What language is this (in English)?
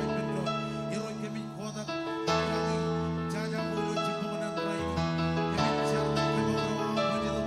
Marshallese